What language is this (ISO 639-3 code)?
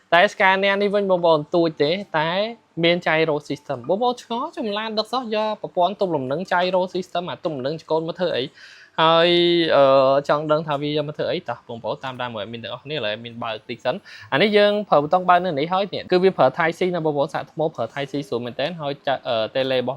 khm